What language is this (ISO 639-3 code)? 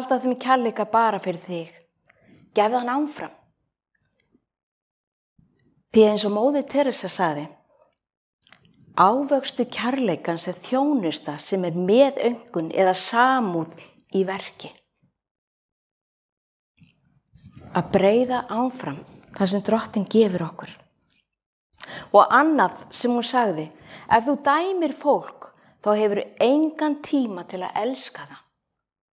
isl